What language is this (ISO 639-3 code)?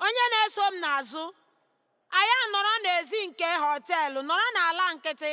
ibo